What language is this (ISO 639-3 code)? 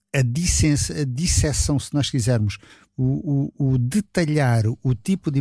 por